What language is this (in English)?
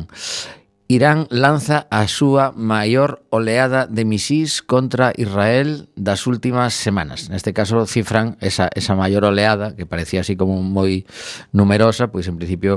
Galician